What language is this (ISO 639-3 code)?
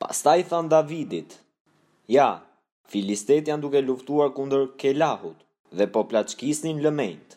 sqi